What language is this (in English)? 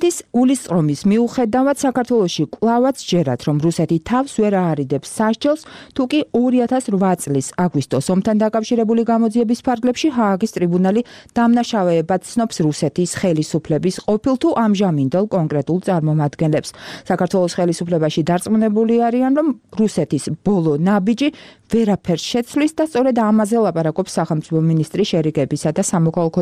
Georgian